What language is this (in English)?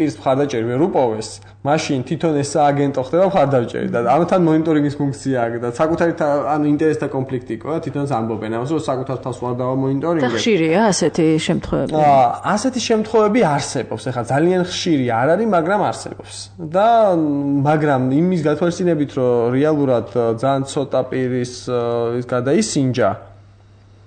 Georgian